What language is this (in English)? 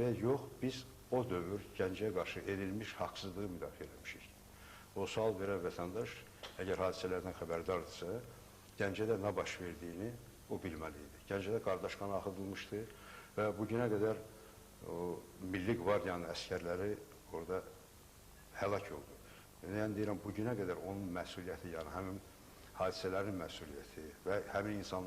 Azerbaijani